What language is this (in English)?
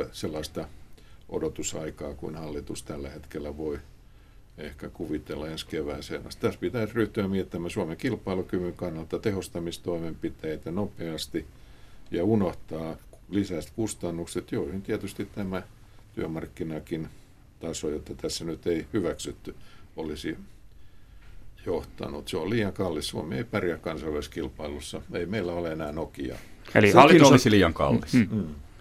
Finnish